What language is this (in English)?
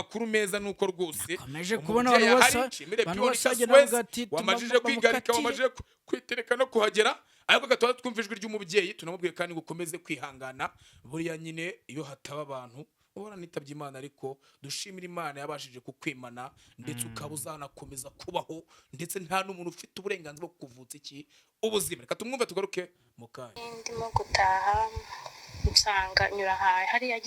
Kinyarwanda